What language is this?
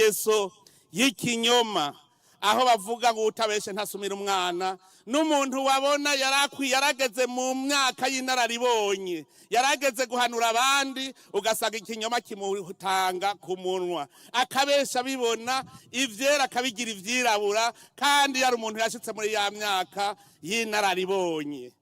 Rundi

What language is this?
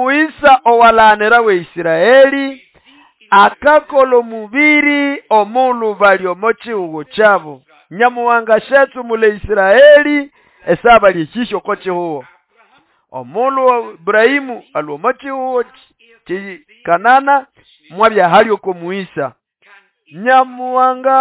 Nande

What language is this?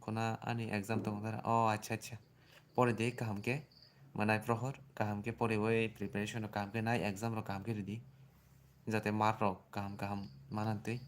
Kok Borok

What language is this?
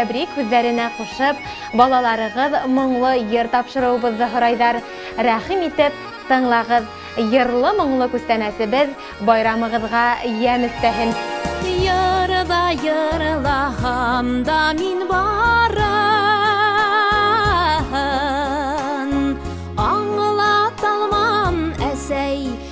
Bashkir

